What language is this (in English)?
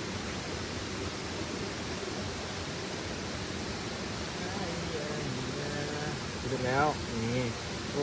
Lao